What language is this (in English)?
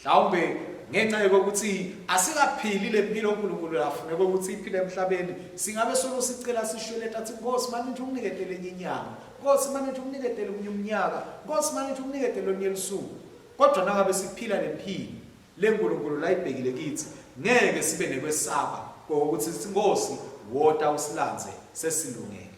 Swati